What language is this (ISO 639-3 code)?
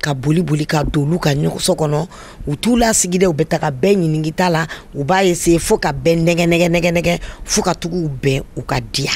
bam